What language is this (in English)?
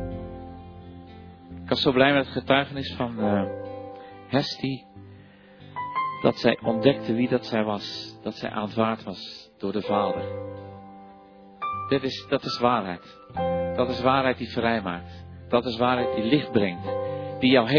Dutch